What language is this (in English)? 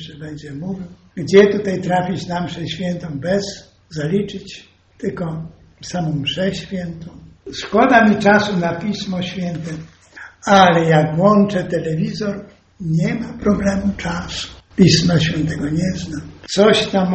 Polish